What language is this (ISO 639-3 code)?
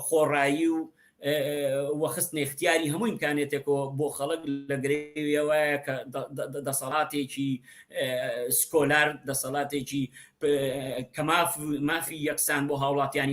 ckb